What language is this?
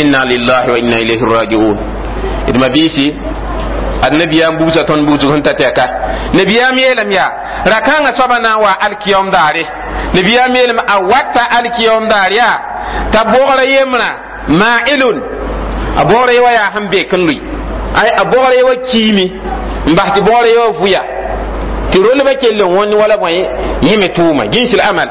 Mossi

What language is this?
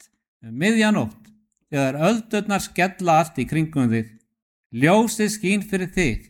Icelandic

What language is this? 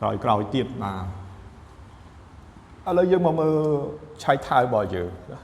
Khmer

